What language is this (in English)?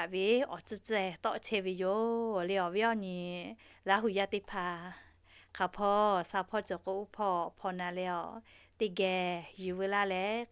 Lahu